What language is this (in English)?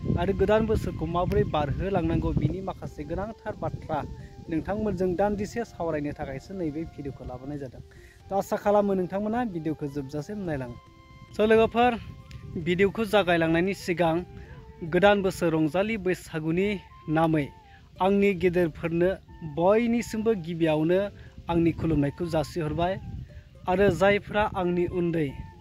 Bodo